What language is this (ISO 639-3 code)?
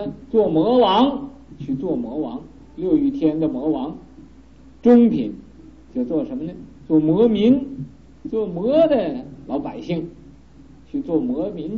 zho